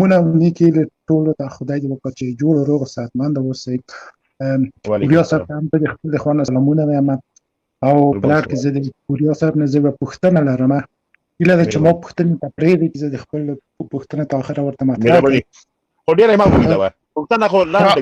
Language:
Pashto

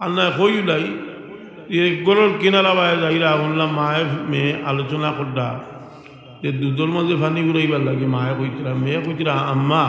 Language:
Sylheti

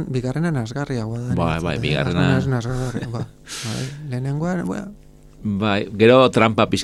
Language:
Basque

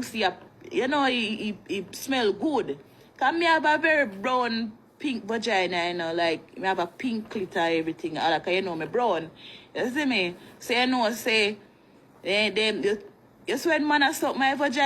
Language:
Jamaican Creole English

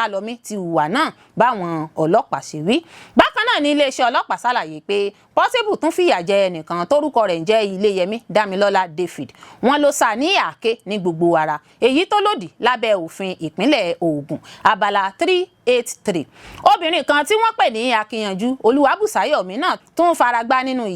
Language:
Yoruba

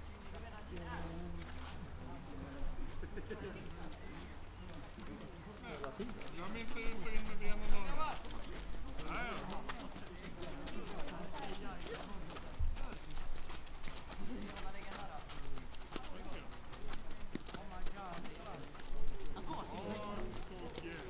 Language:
Swedish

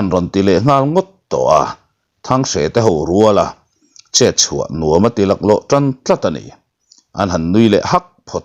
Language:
Mizo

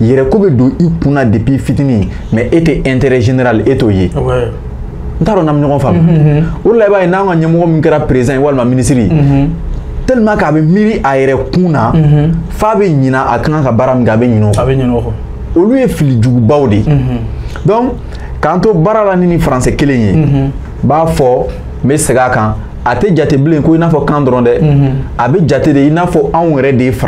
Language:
Bambara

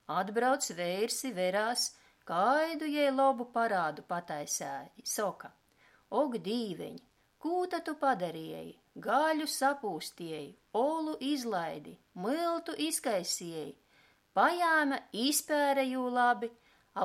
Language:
Latgalian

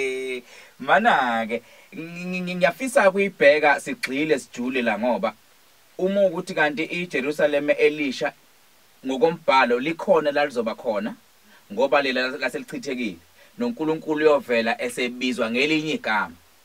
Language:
Zulu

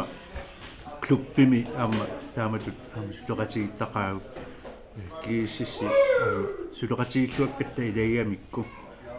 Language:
Kalaallisut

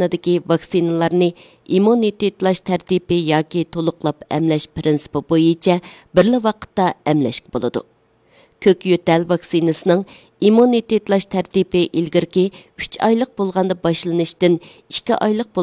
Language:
Uyghur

